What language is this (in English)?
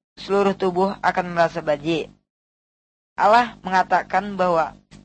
Indonesian